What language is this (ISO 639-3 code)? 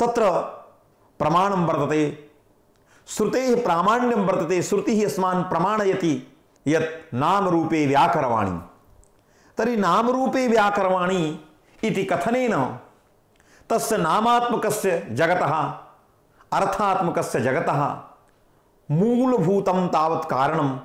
san